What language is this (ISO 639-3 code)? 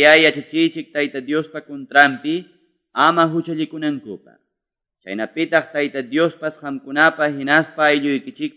que